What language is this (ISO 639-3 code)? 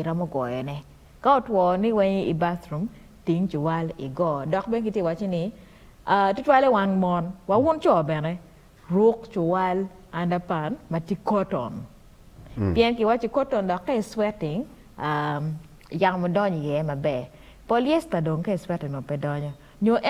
ach